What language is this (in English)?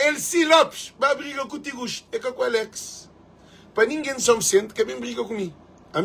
Kabuverdianu